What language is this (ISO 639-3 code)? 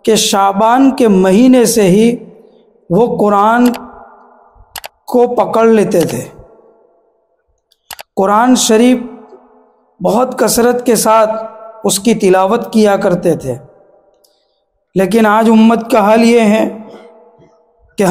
urd